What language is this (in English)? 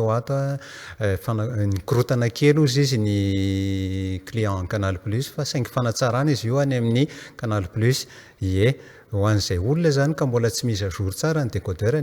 Malagasy